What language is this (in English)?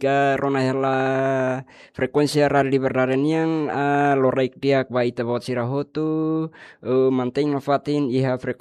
Tetum